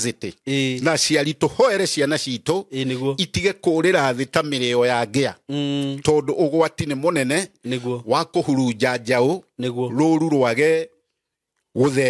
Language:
Kikuyu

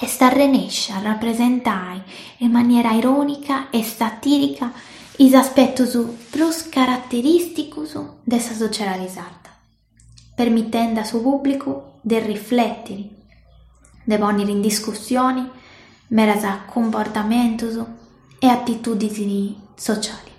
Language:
Sardinian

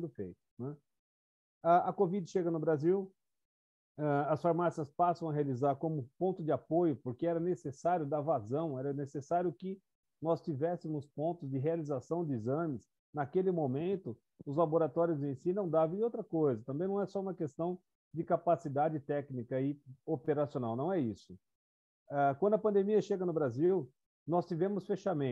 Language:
Portuguese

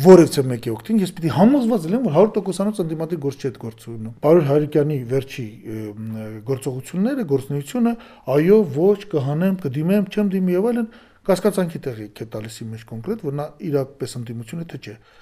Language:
Armenian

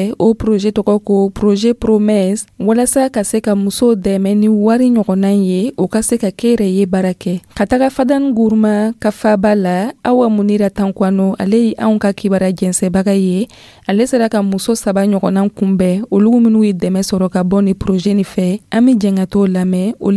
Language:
Dyula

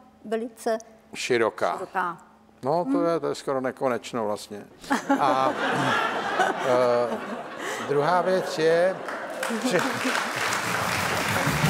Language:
Czech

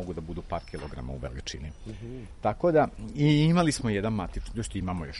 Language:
Serbian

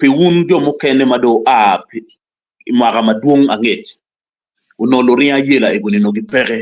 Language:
Acoli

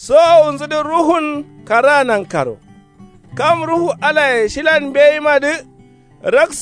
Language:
Kanuri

